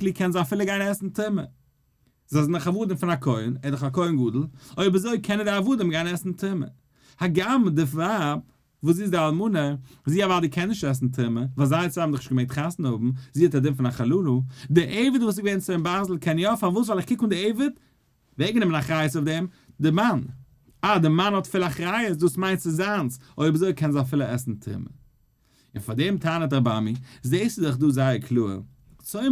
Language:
Yiddish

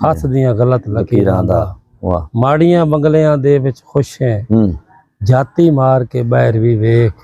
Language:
Saraiki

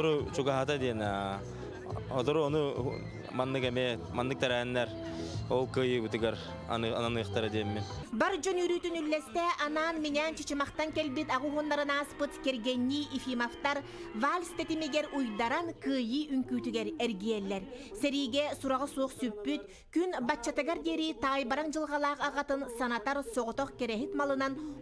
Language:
Yakut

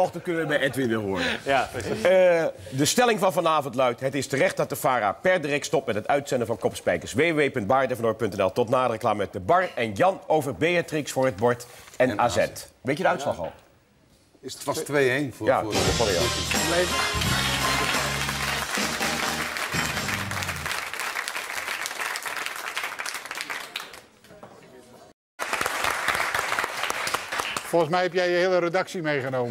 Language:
Dutch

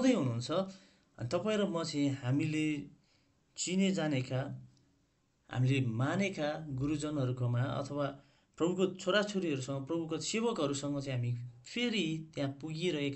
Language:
Nepali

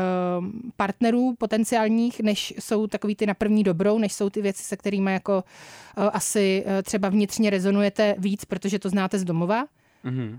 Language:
Czech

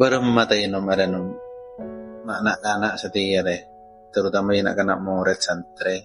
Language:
Madurese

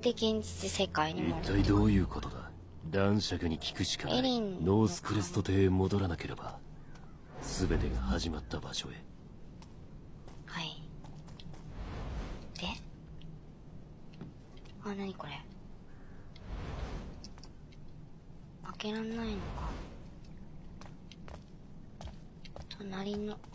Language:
Japanese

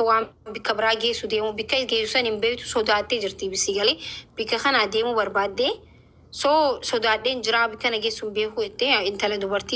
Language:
Oromo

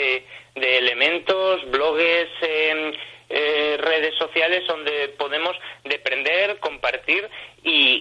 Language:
Asturian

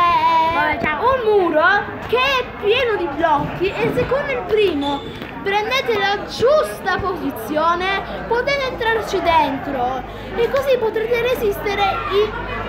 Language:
Italian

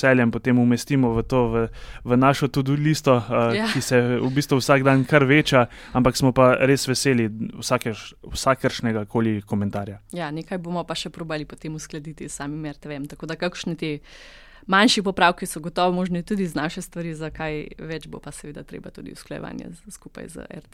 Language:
Slovenian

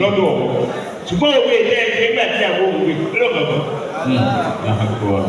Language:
Yoruba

